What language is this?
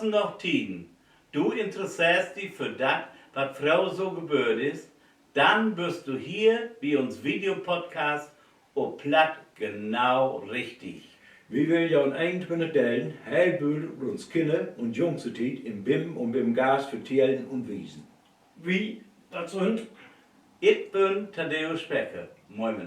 Low German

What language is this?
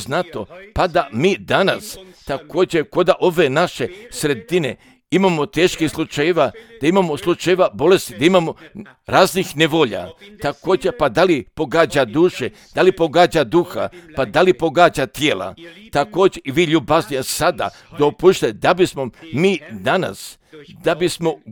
Croatian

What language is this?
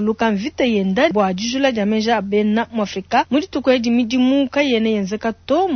Luba-Lulua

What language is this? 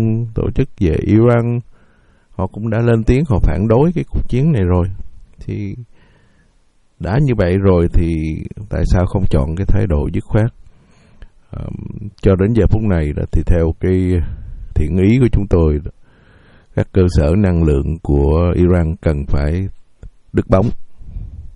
Vietnamese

